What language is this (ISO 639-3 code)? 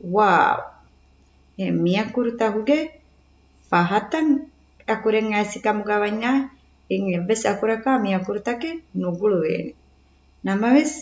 div